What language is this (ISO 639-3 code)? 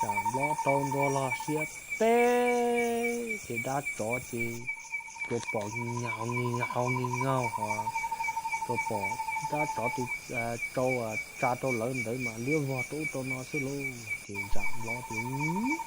hmn